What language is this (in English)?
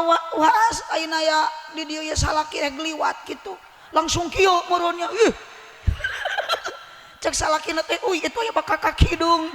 Sundanese